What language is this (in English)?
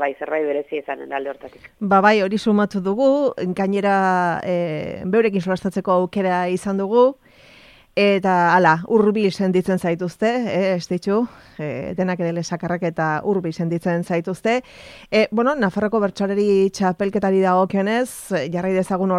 Basque